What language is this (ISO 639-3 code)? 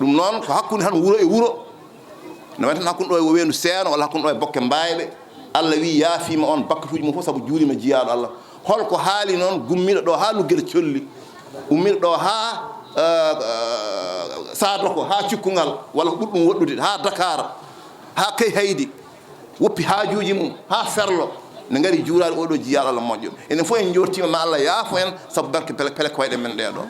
ful